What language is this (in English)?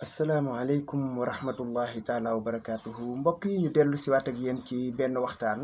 Wolof